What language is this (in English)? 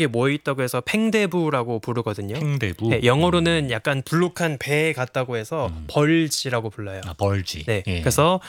Korean